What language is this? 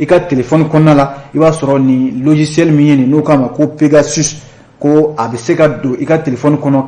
Bambara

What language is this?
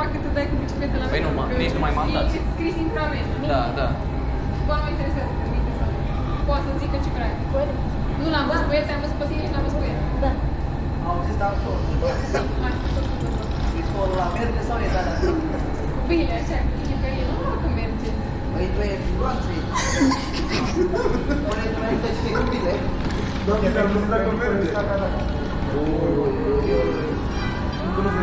Romanian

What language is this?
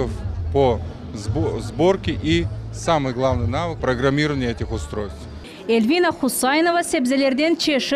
Crimean Tatar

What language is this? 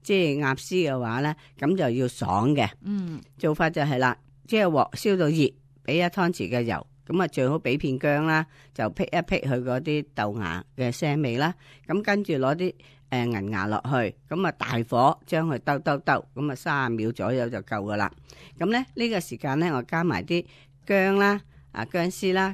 Cantonese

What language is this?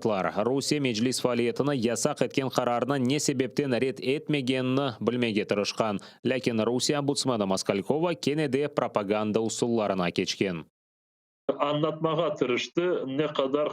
Crimean Tatar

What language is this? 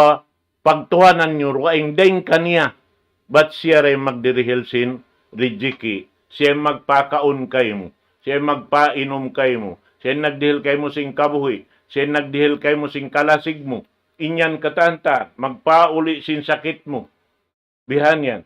Tausug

